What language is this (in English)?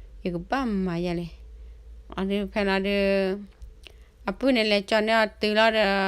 S'gaw Karen